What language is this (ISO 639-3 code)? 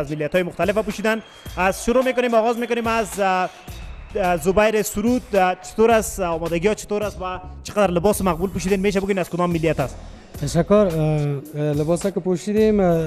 fas